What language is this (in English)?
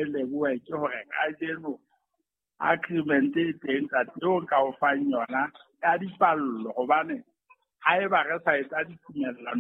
Southern Sotho